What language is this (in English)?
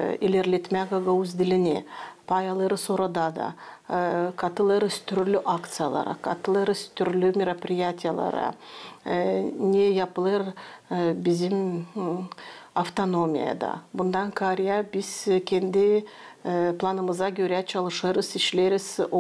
Gagauz